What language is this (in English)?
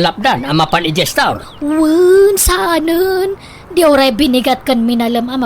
Iloko